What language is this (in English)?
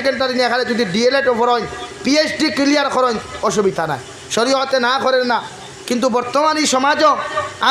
Sylheti